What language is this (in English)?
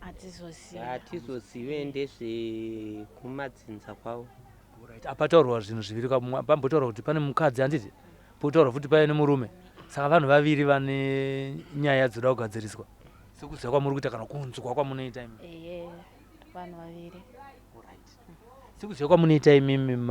Shona